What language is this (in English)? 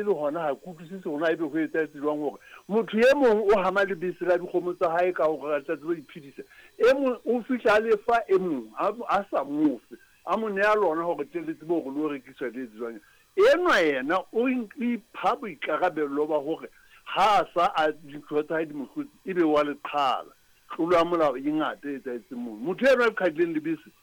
Southern Sotho